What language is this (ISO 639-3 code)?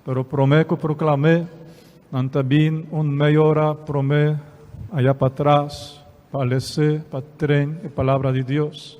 pap